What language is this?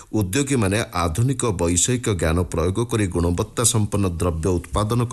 Odia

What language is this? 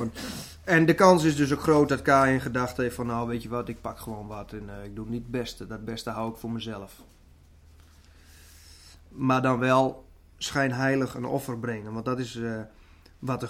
Dutch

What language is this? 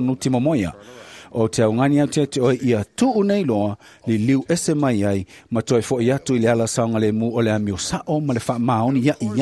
Samoan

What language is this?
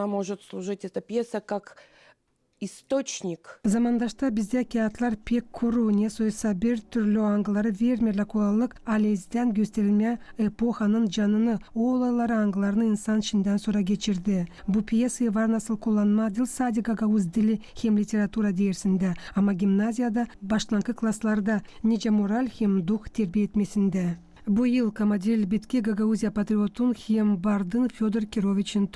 Gagauz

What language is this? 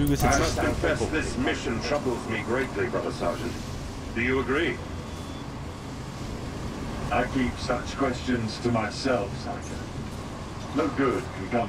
German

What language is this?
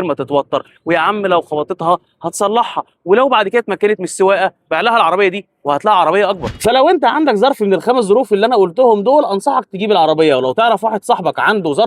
Egyptian Arabic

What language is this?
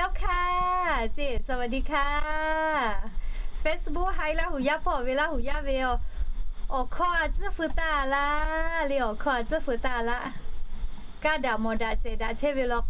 Lahu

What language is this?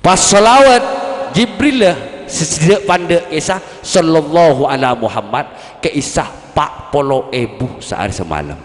Madurese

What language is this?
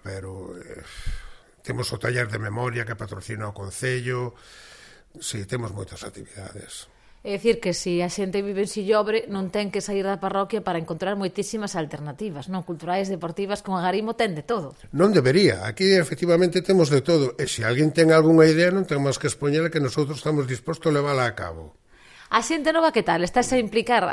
Galician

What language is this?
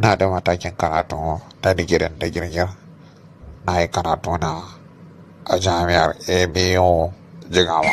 Hausa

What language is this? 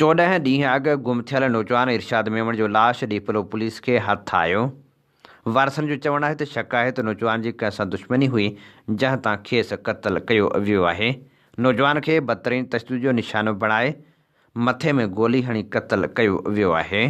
Sindhi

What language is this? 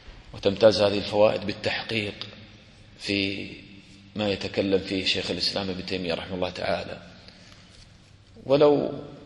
Arabic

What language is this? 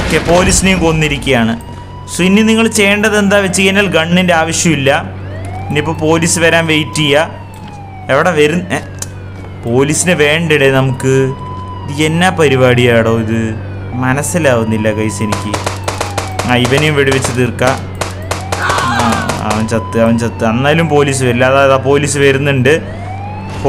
Malayalam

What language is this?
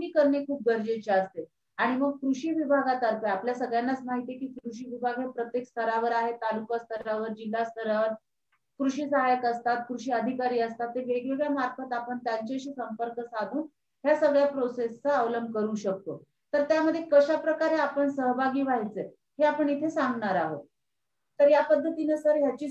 Marathi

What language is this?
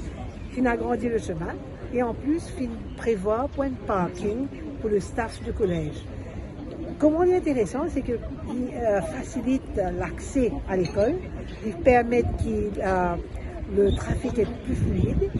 Morisyen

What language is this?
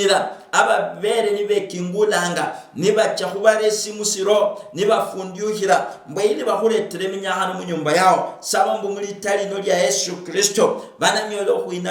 Luyia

